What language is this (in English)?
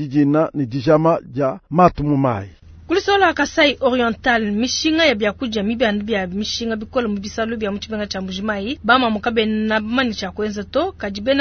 Luba-Lulua